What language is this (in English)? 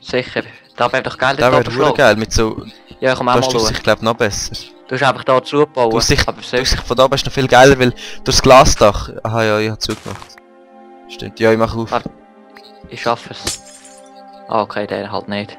Swiss German